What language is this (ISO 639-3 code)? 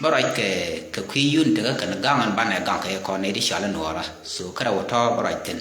nus